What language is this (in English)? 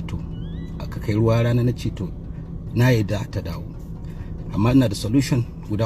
Hausa